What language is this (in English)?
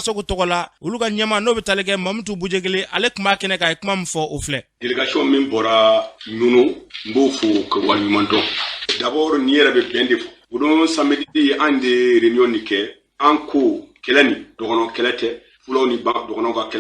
Bambara